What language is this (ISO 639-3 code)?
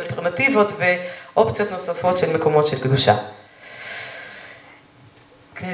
heb